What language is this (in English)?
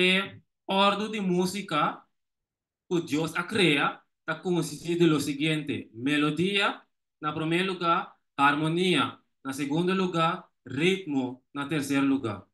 Papiamento